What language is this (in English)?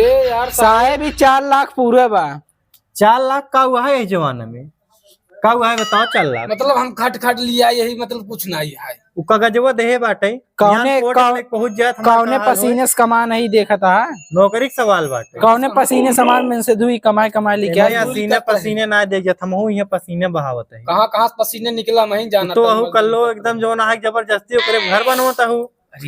Awadhi